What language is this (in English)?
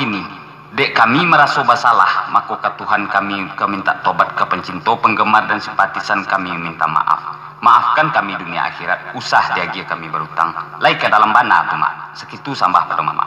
Minangkabau